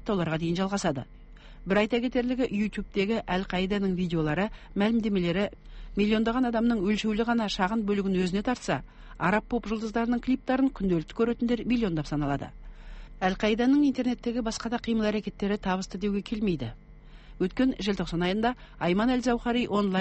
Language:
Kazakh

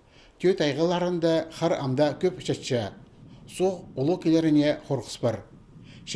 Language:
Khakas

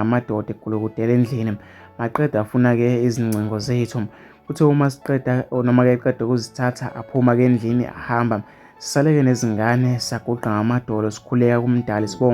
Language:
Zulu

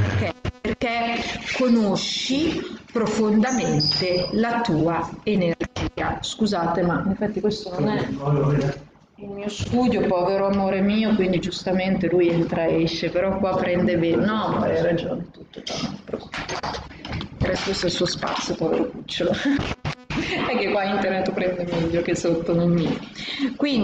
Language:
Italian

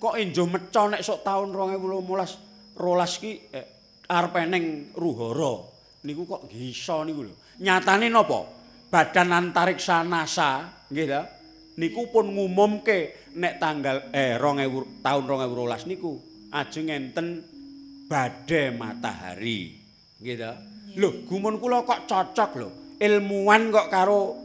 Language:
Javanese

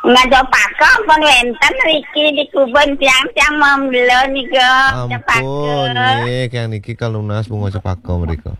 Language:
Balinese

